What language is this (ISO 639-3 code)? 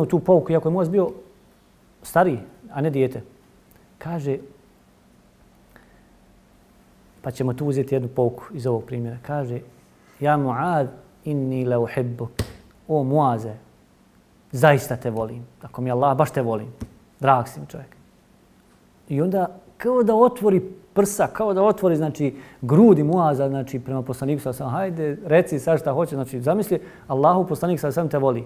bos